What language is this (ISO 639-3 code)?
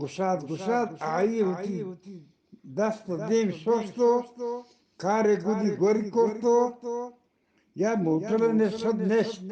bgp